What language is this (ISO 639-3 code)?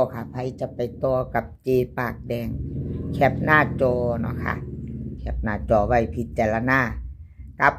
tts